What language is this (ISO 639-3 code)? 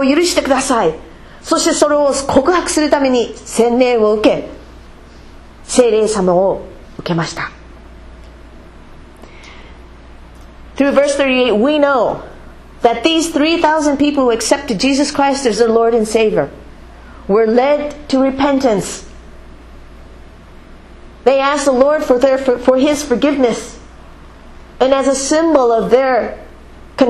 jpn